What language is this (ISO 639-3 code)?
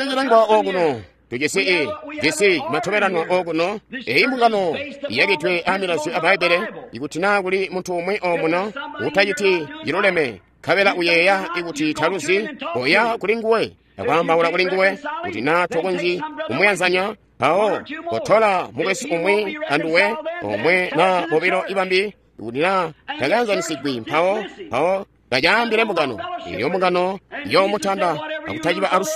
toi